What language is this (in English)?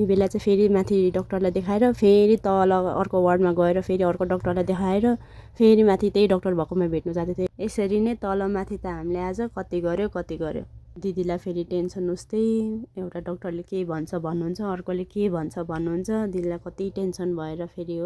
Nepali